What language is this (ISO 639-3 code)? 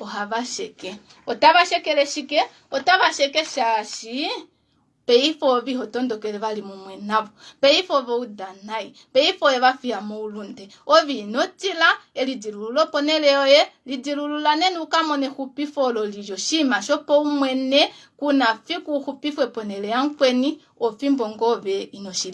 kua